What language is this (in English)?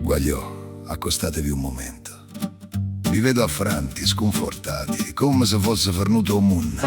Neapolitan